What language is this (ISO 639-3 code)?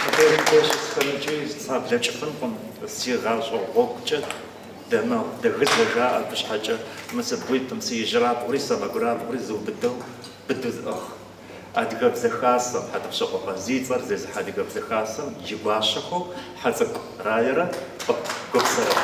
kbd